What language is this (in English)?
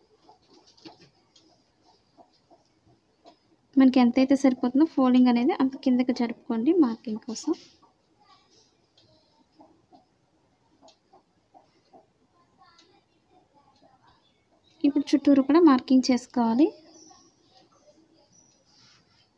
Telugu